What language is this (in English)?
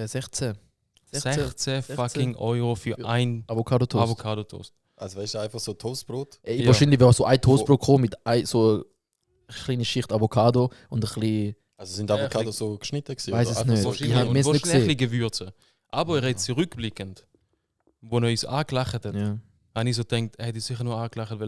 Swiss German